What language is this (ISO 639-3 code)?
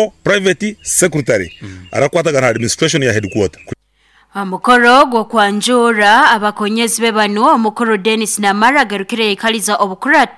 nyn